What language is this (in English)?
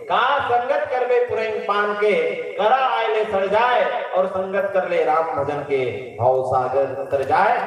Chhattisgarhi